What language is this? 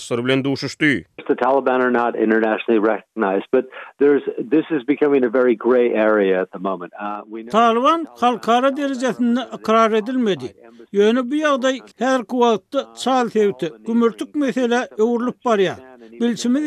Turkmen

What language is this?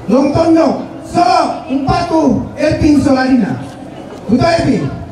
Toraja-Sa'dan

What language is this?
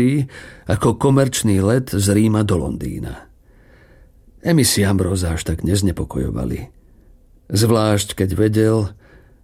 Slovak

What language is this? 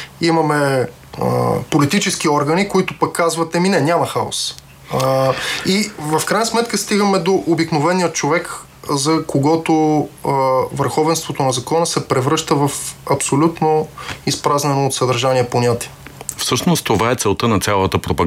Bulgarian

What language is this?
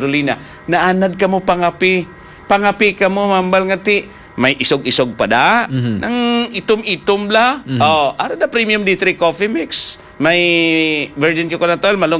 Hiligaynon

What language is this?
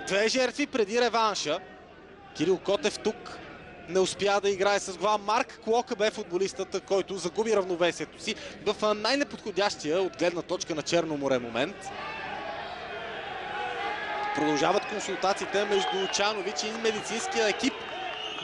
Bulgarian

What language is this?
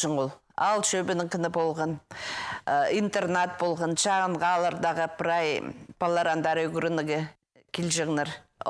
Khakas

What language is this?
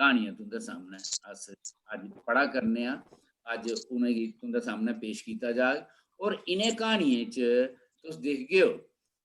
Dogri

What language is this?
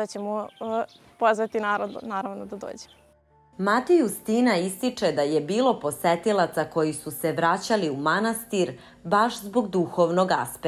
Serbian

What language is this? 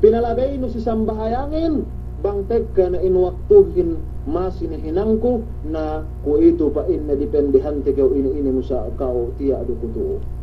Yakan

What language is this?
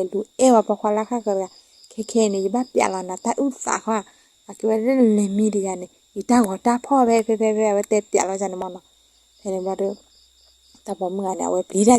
S'gaw Karen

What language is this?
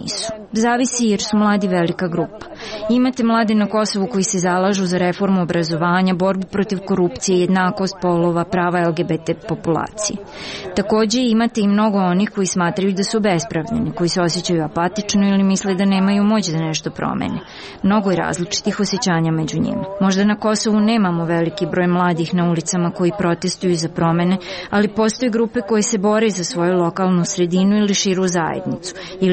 Serbian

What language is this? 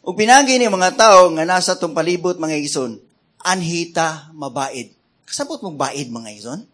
Cebuano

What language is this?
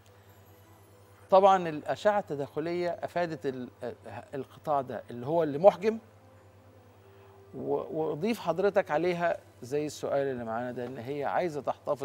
Egyptian Arabic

